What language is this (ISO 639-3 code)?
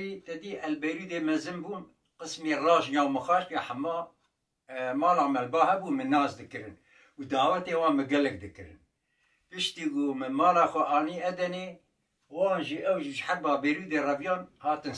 kur